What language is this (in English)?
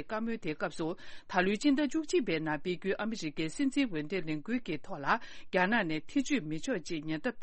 Tibetan